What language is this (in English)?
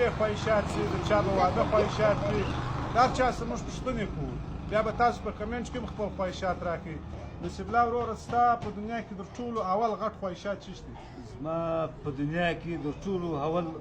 Pashto